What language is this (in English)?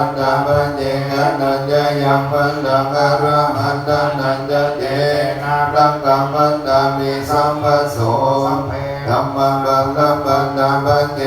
Pali